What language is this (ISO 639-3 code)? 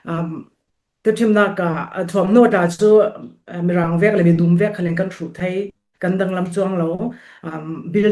cfm